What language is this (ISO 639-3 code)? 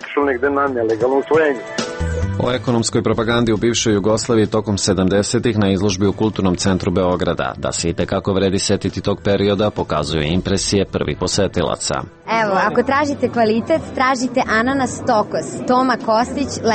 srp